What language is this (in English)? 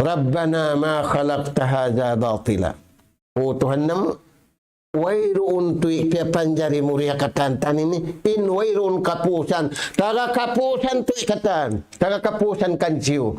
Tausug